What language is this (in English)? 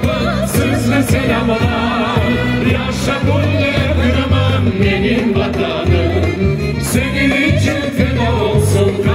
Crimean Tatar